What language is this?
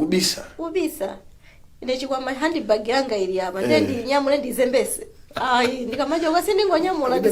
Nyanja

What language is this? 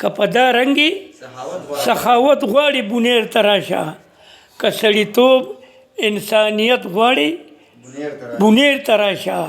Pashto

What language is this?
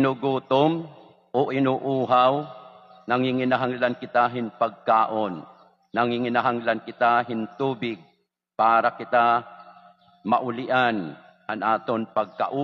Waray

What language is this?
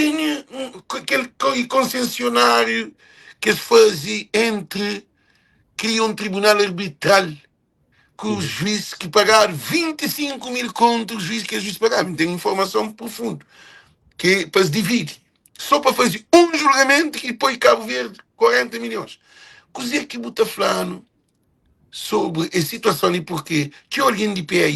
Kabuverdianu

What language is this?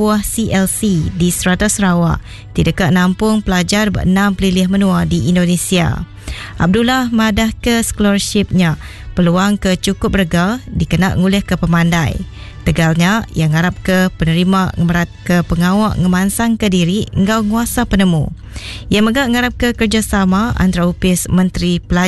Iban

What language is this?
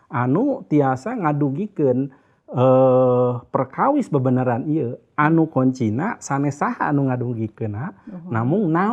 Sundanese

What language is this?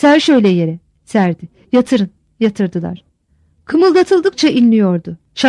Turkish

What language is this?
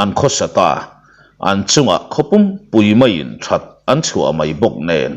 Mizo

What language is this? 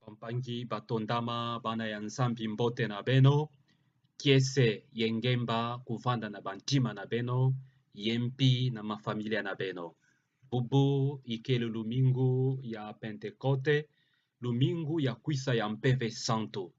Kituba (Democratic Republic of Congo)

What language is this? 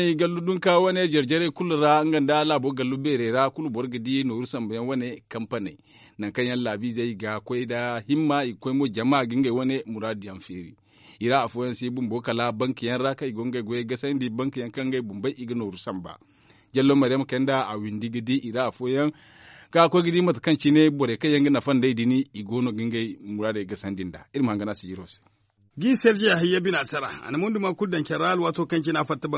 Zarma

